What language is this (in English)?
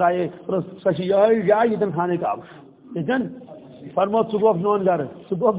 Kashmiri